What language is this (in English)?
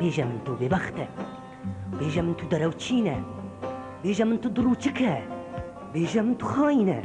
Kurdish